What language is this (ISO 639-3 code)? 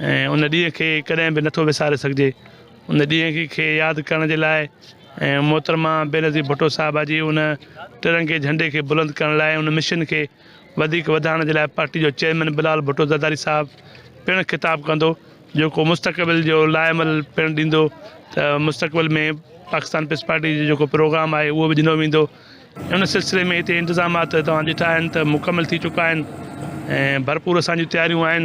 snd